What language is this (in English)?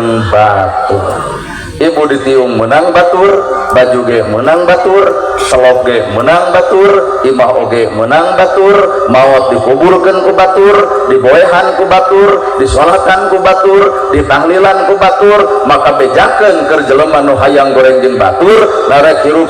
Sundanese